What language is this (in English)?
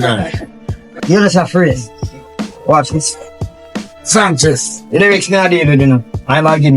Jamaican Creole English